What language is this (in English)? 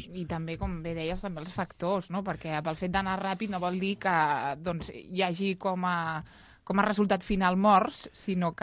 Catalan